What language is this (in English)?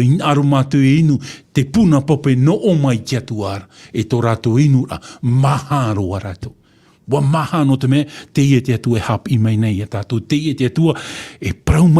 Tahitian